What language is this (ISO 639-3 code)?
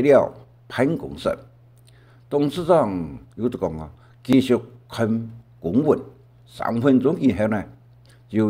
hak